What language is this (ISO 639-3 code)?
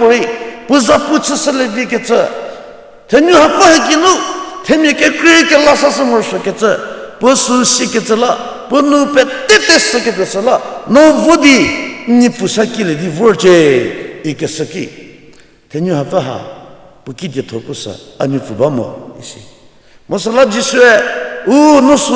njm